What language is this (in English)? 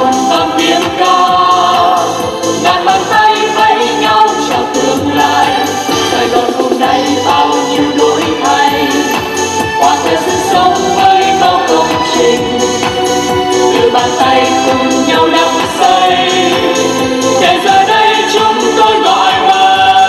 Vietnamese